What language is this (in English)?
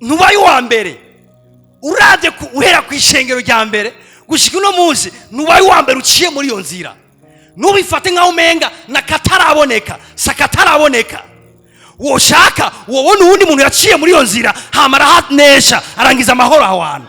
Rundi